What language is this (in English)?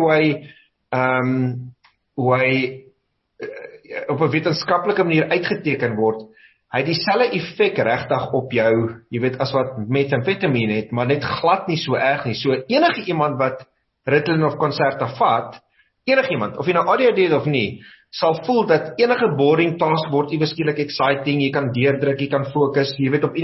Afrikaans